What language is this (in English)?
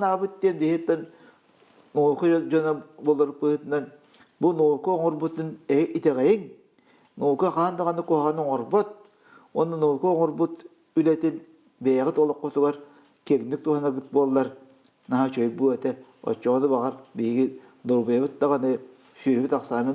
Yakut